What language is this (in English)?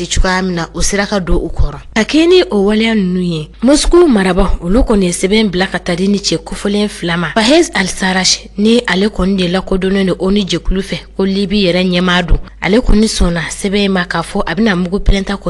Bambara